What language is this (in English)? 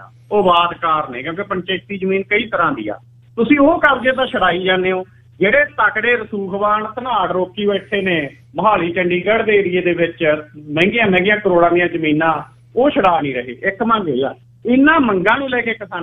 Punjabi